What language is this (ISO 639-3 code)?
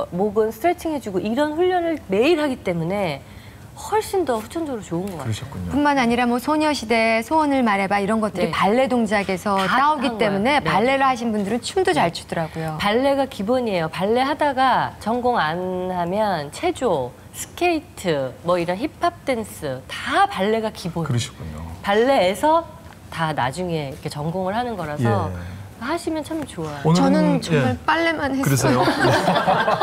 kor